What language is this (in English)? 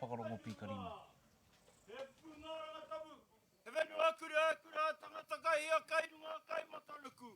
Māori